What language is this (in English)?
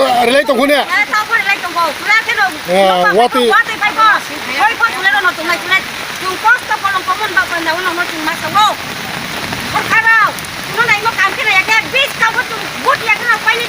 Riang (India)